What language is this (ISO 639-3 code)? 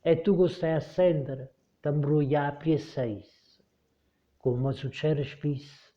nap